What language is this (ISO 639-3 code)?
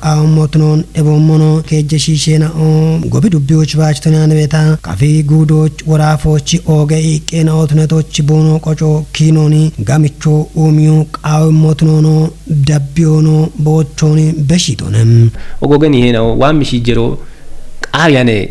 kbr